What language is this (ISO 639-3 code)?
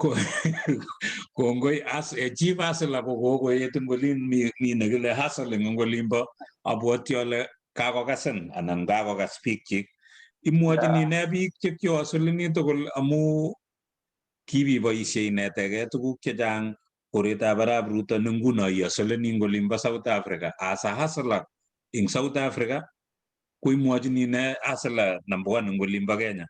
kln